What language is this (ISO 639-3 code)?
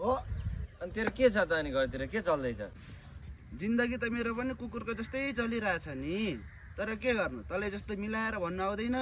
nep